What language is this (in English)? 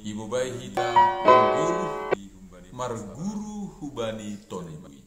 Batak Simalungun